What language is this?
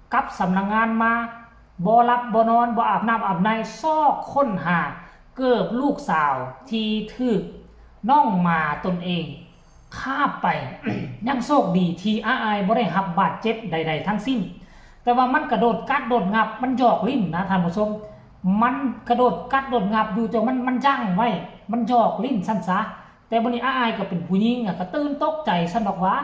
Northeastern Thai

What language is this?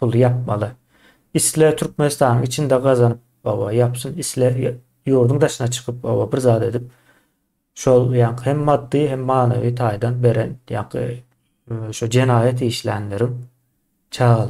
Turkmen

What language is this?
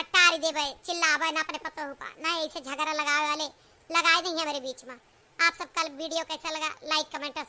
Awadhi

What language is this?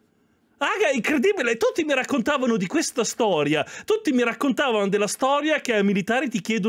Italian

